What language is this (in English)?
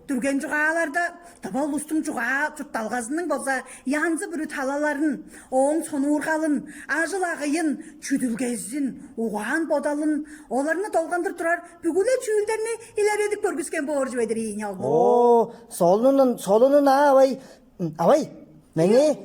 Tuvinian